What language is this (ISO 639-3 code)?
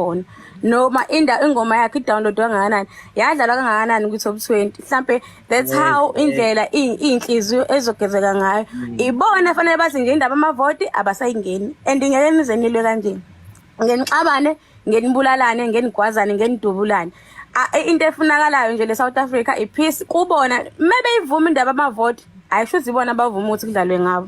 zul